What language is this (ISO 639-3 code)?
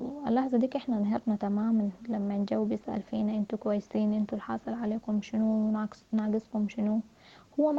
apd